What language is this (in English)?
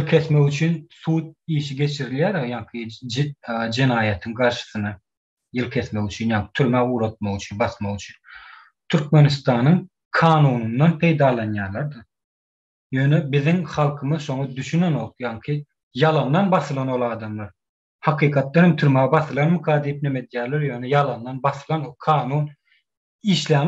Turkmen